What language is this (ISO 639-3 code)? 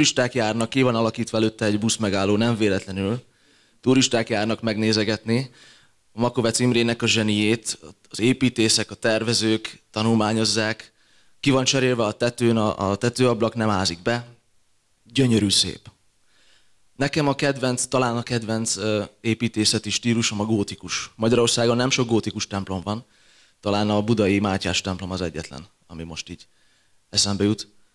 hun